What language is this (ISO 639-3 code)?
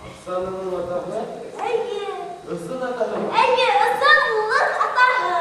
bak